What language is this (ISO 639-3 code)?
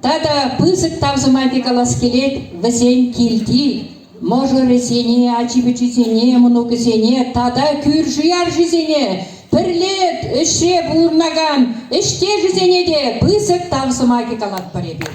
chv